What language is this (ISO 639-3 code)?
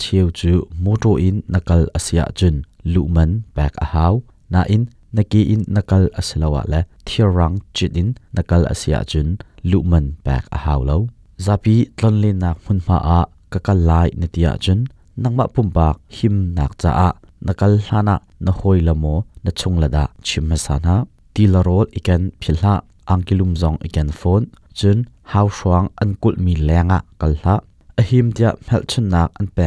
cnh